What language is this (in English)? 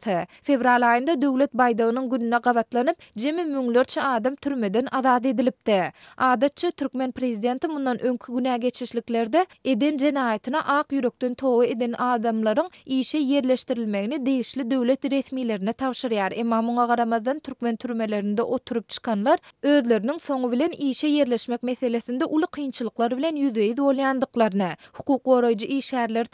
Turkmen